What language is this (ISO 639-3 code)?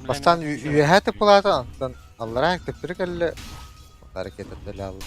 sah